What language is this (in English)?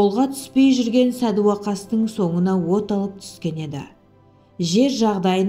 Kazakh